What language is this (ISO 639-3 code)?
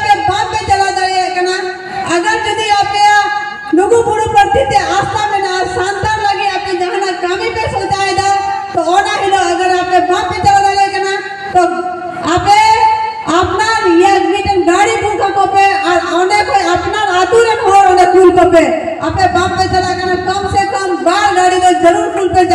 sat